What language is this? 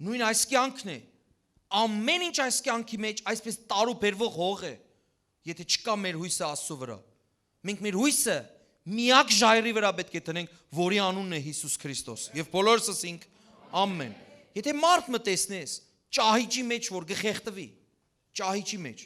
Western Armenian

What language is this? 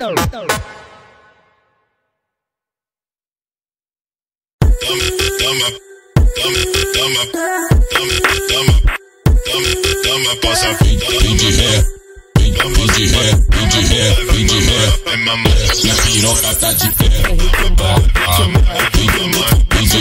Portuguese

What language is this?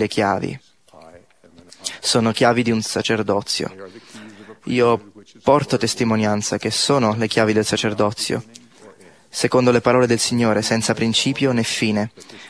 Italian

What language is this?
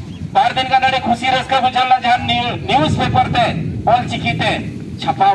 Santali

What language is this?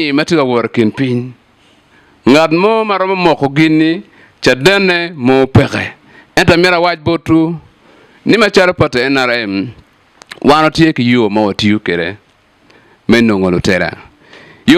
Acoli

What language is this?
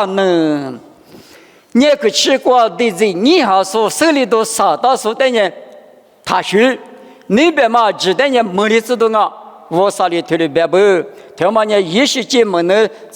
Lisu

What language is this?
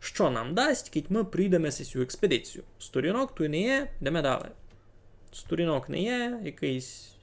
Rusyn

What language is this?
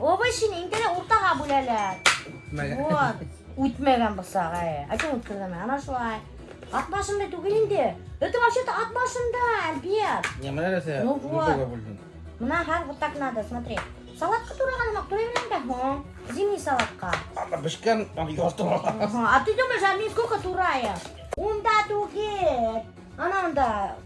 Bashkir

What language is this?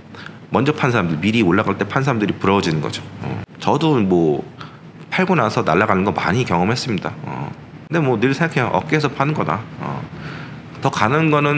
Korean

